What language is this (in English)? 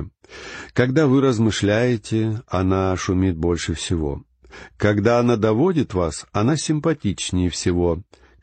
Russian